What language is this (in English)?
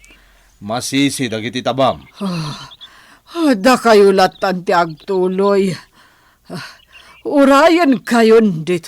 Iloko